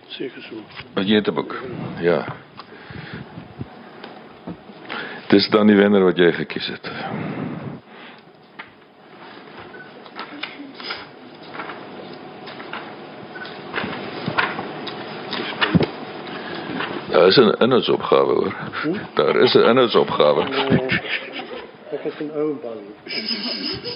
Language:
Afrikaans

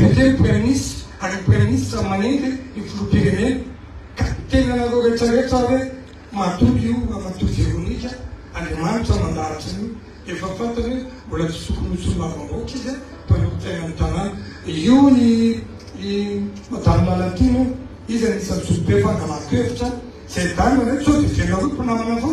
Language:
Malagasy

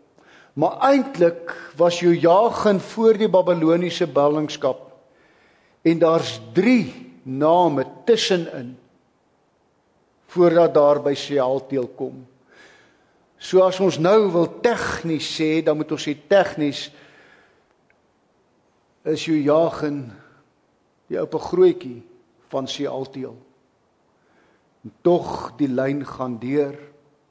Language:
Afrikaans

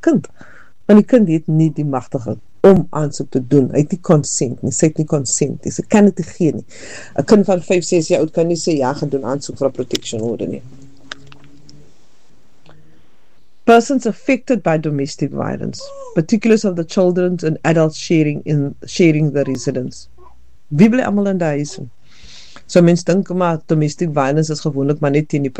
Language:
Afrikaans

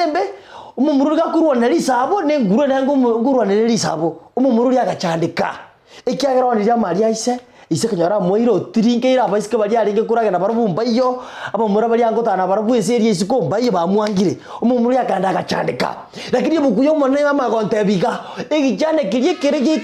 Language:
Gusii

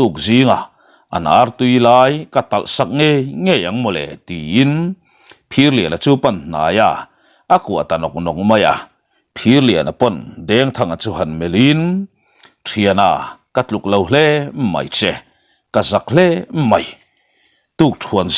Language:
Mizo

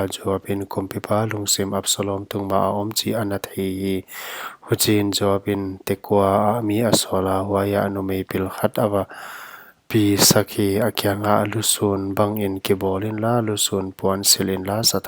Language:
Paite Chin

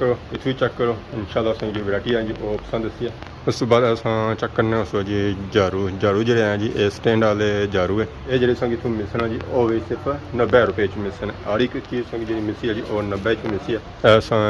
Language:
Pahari-Potwari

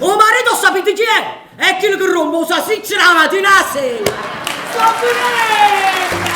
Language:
Neapolitan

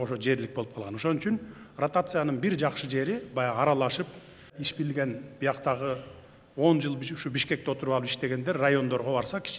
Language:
Kyrgyz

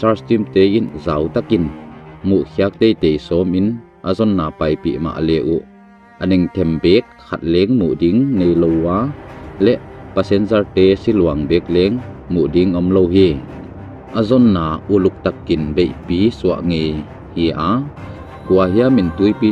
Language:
Tedim Chin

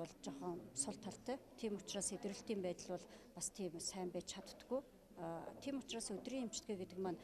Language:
Mongolian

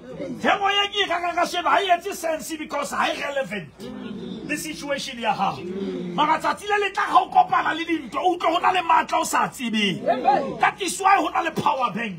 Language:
Southern Sotho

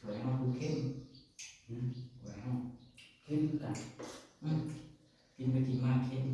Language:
Northeastern Thai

